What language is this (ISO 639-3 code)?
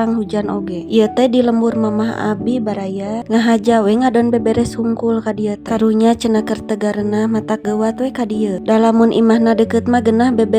sun